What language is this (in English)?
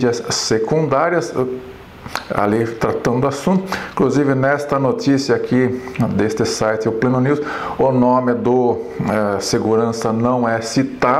Portuguese